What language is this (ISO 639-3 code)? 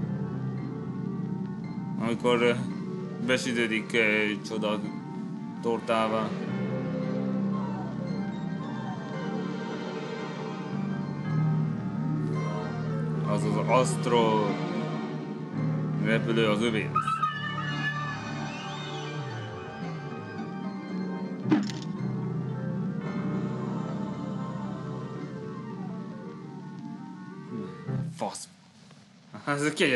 hun